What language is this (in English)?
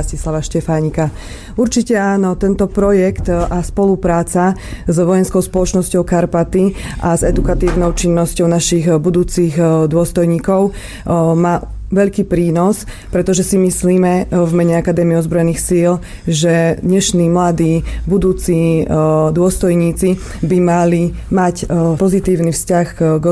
Slovak